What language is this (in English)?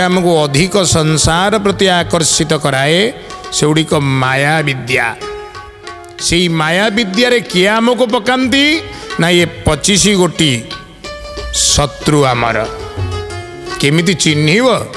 Odia